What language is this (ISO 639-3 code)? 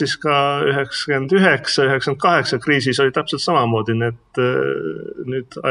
est